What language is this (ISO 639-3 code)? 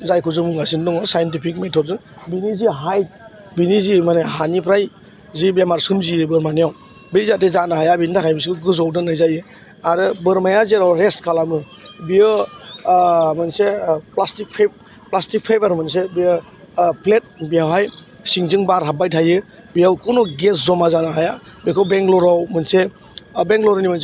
brx